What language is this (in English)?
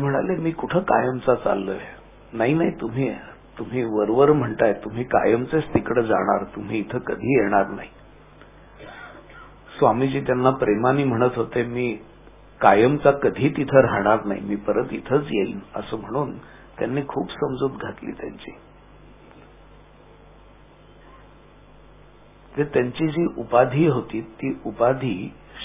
Marathi